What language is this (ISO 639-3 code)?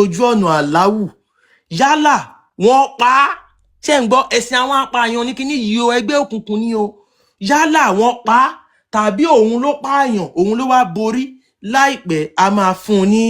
yor